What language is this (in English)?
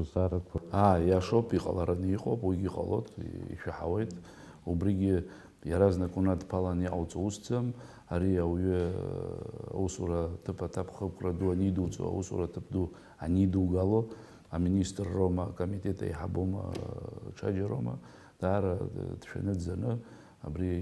Abkhazian